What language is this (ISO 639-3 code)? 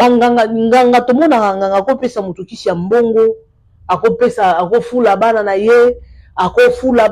lin